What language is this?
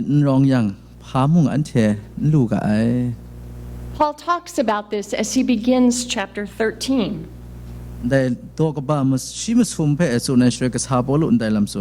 Kachin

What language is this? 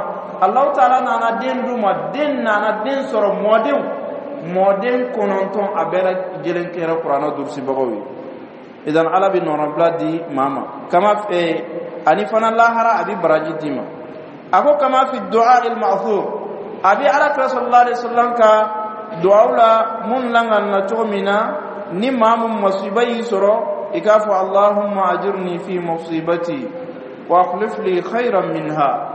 Dyula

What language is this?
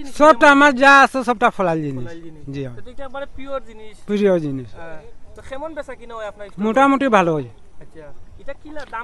Sylheti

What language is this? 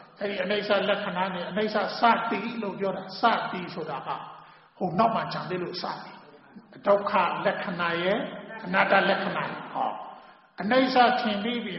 Burmese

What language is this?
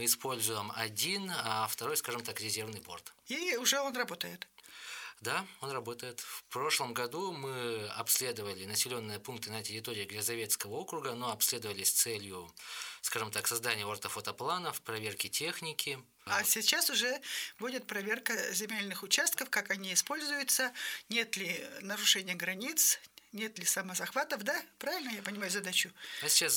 Russian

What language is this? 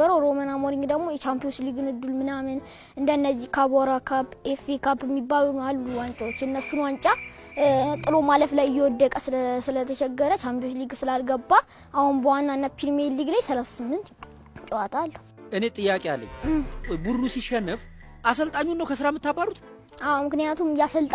Amharic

